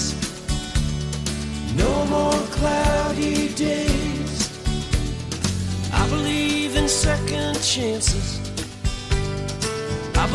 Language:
Kazakh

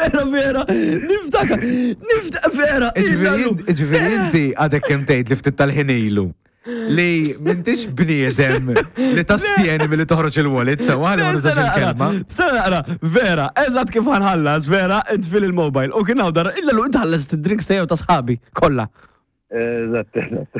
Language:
Maltese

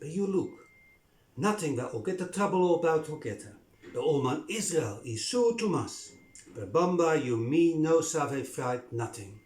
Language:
Bislama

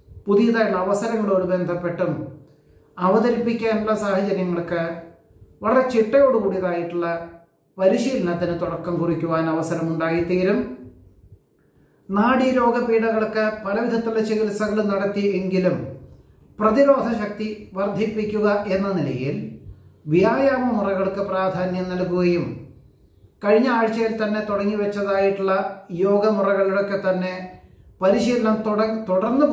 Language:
Malayalam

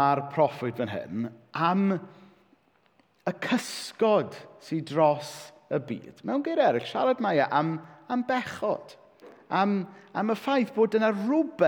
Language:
Welsh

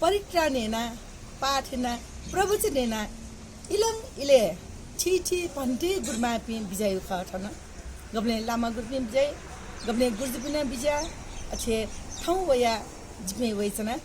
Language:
Newari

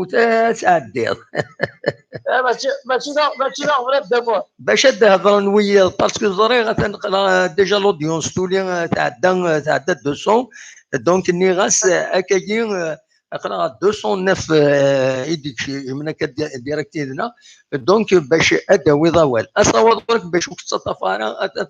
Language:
Kabyle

